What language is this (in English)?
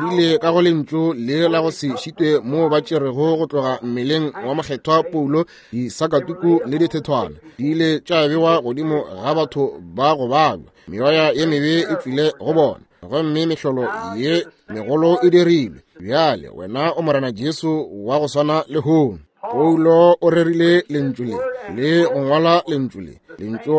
Northern Sotho